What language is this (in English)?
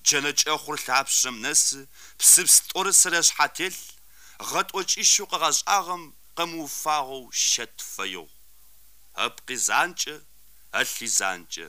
Kabardian